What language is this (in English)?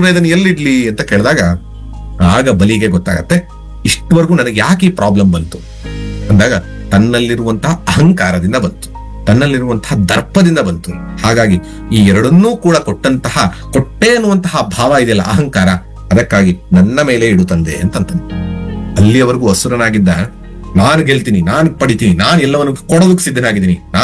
Kannada